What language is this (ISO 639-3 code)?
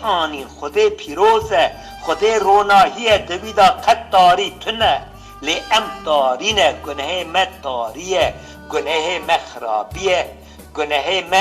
kur